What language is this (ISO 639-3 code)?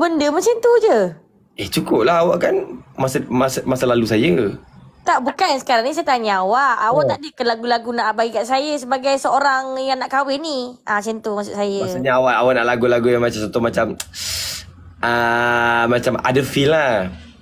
msa